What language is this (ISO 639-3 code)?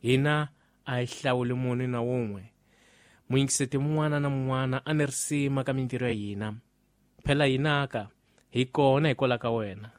tso